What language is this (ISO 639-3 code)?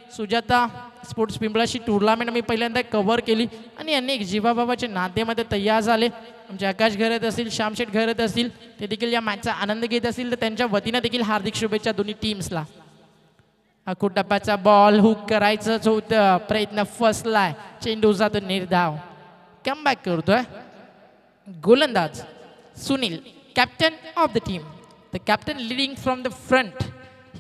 mar